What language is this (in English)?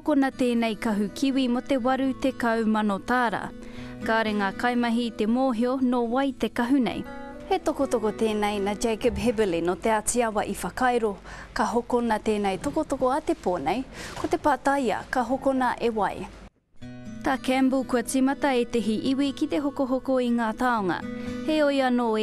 Māori